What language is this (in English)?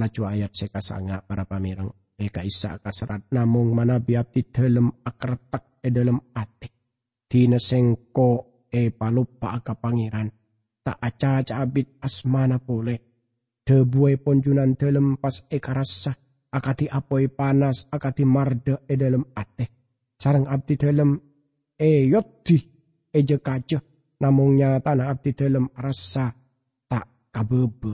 Madurese